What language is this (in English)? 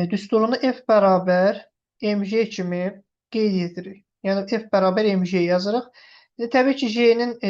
Azerbaijani